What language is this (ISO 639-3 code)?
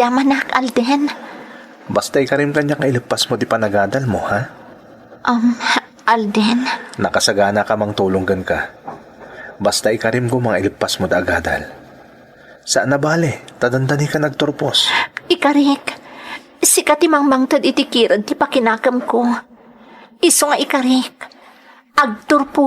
ilo